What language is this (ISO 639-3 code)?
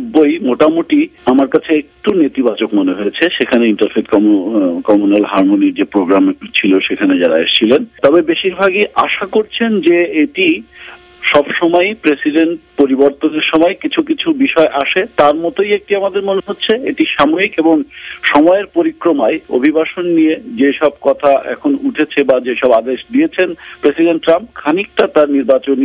ben